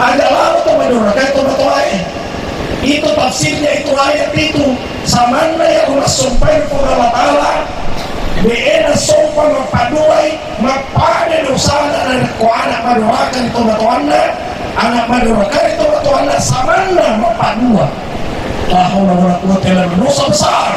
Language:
Buginese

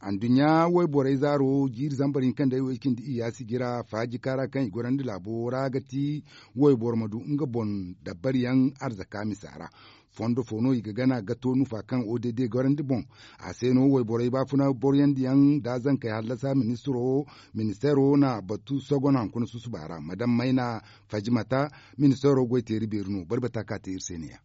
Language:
Zarma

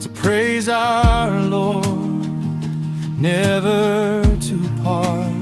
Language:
Chokri Naga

